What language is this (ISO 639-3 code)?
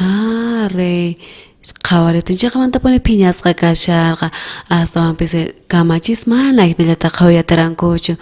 quh